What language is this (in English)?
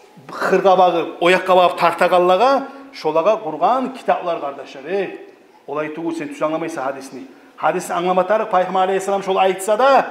Kumyk